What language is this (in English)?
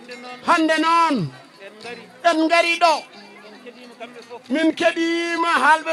Fula